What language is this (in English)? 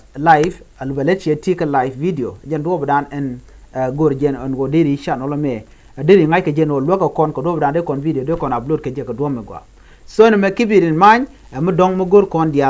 Nuer